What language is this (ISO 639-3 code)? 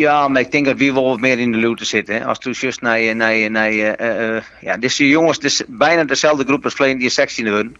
fry